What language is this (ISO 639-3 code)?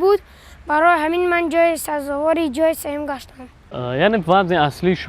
tgk